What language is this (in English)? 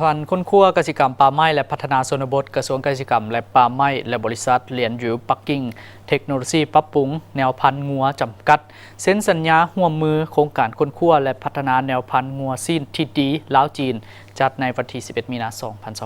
Lao